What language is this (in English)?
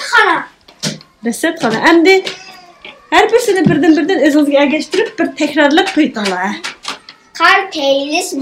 Uyghur